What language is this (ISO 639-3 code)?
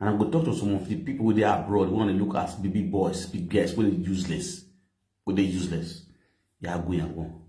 pcm